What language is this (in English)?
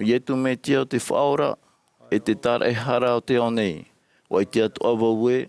Tahitian